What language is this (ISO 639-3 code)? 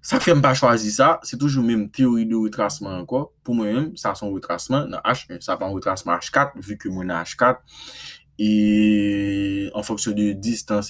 hat